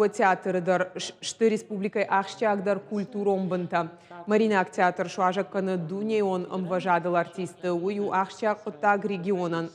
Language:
Ossetic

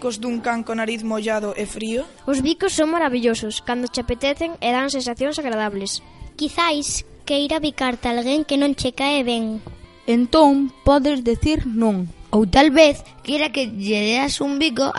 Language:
Galician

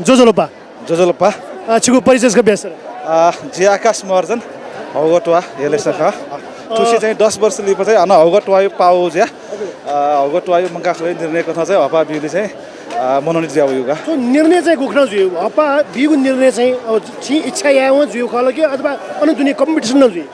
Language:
Newari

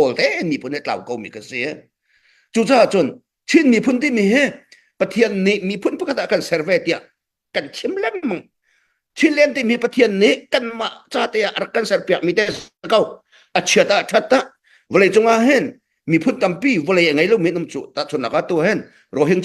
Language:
Hakha Chin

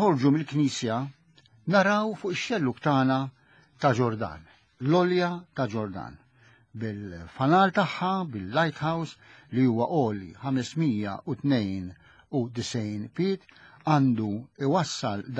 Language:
Maltese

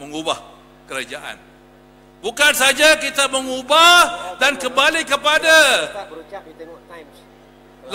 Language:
Malay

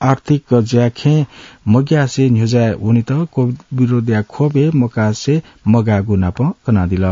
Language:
Newari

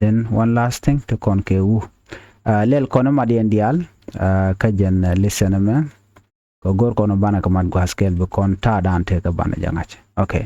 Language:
Nuer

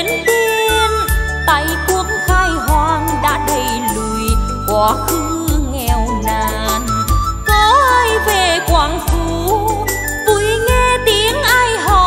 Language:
Vietnamese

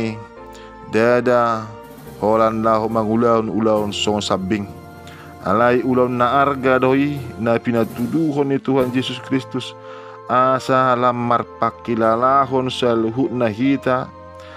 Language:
Batak Toba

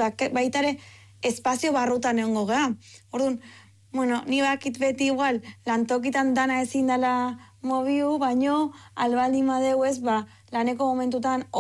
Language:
Basque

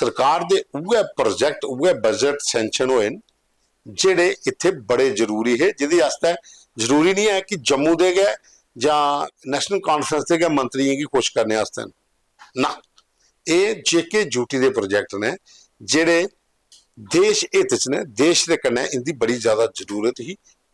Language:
Dogri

